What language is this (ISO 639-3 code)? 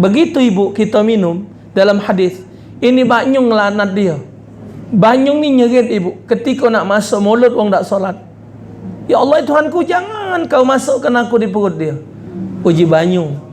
mui